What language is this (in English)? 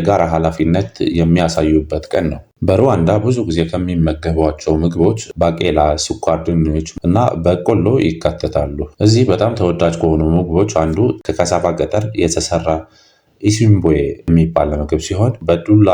Amharic